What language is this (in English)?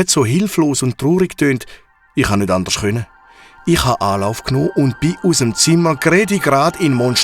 Swiss German